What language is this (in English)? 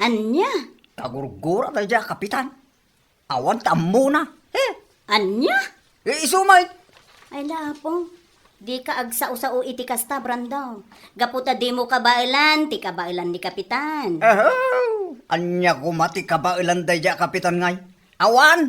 Iloko